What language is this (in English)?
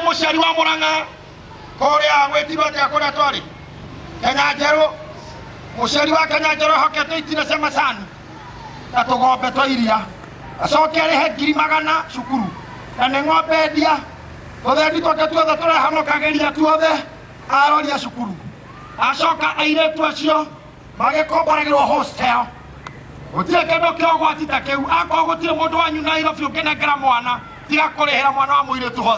Kikuyu